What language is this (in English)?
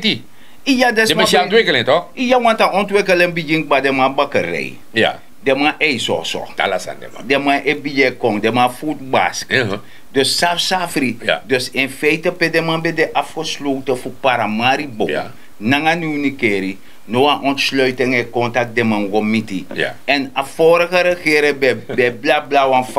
Sranan Tongo